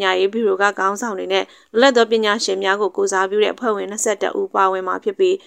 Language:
Burmese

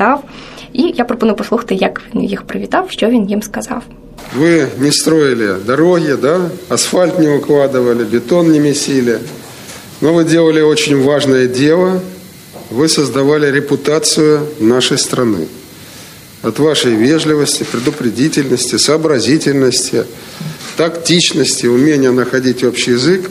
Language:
Ukrainian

